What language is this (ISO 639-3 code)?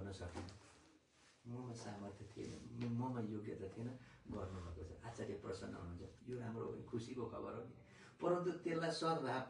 nep